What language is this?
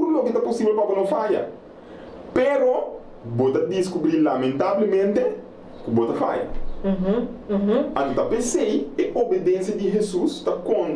Papiamento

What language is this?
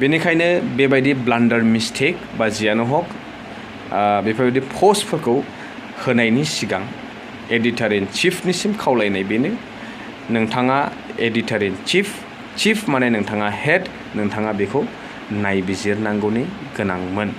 Bodo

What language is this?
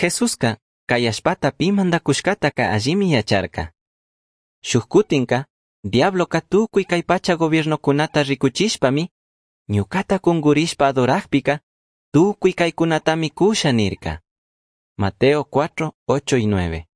Chimborazo Highland Quichua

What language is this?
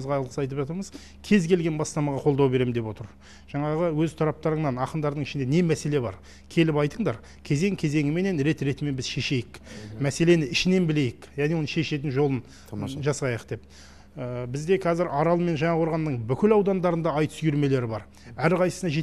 Kazakh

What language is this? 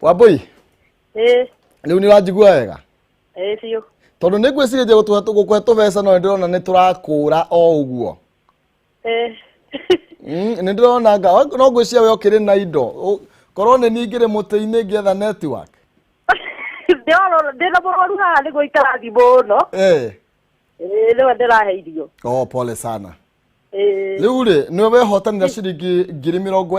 Kikuyu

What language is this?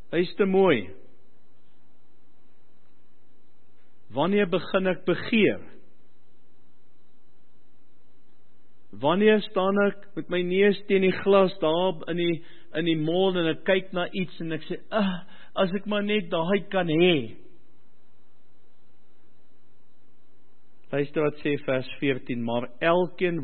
Afrikaans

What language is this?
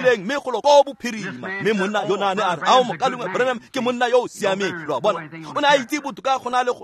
Tswana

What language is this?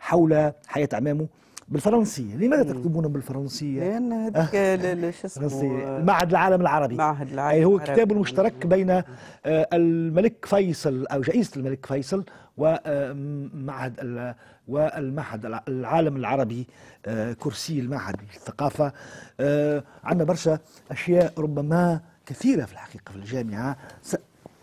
Tunisian Arabic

